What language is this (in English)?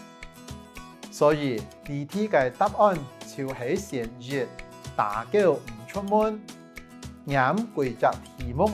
Hakka Chinese